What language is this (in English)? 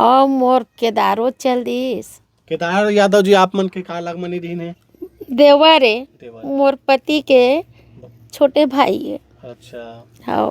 Chhattisgarhi